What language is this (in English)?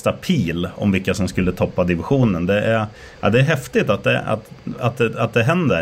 Swedish